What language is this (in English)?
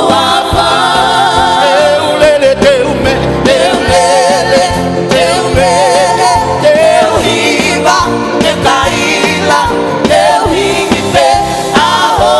Tongan